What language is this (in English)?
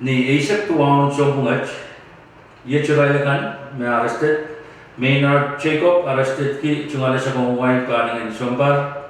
Pohnpeian